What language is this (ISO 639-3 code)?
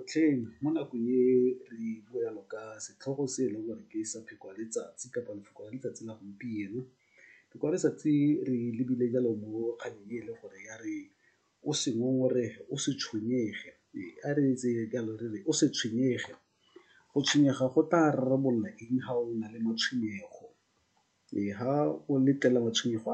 tsn